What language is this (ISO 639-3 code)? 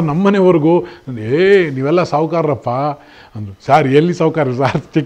kan